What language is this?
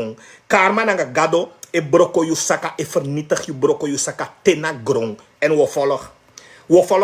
Sranan Tongo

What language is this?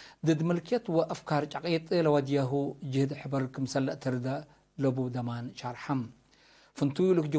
Tigre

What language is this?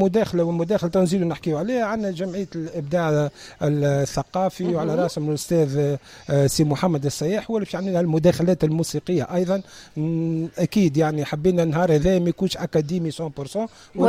Tunisian Arabic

